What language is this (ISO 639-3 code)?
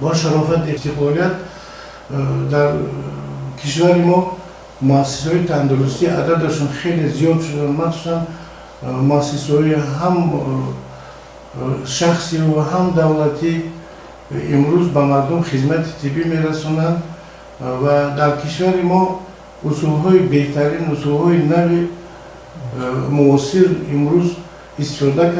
tgk